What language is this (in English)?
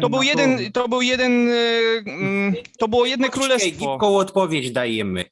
Silesian